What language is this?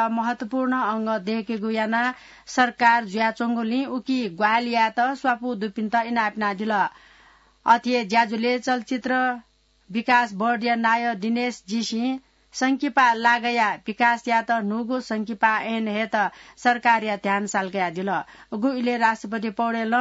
Newari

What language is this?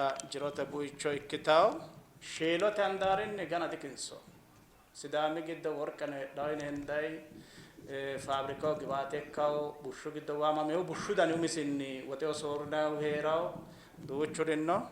Sidamo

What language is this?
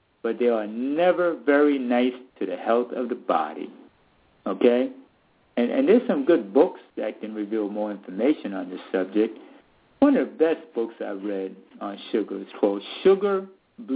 English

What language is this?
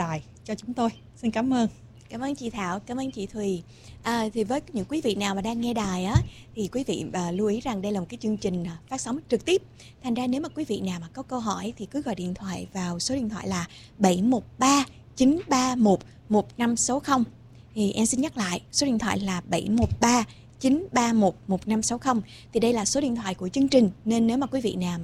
Vietnamese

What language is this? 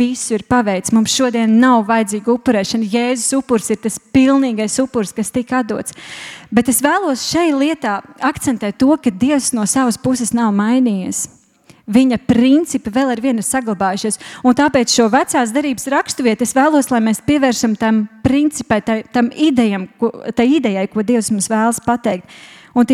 Latvian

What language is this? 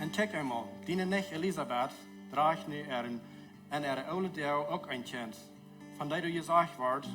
Plautdietsch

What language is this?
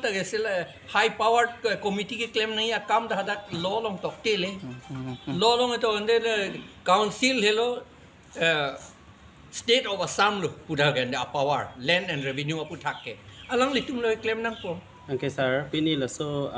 Karbi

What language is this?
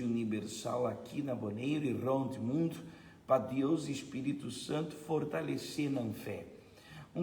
Papiamento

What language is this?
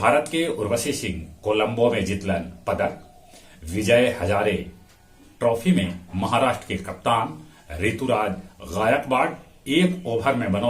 Magahi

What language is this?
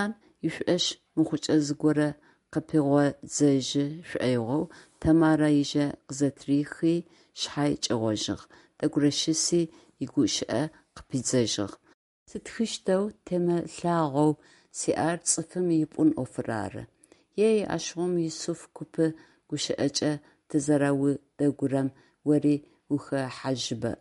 Adyghe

